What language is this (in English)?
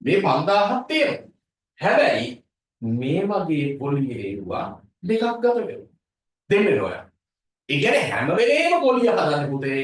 Sinhala